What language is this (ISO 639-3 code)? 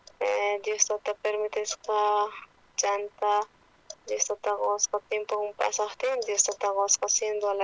quh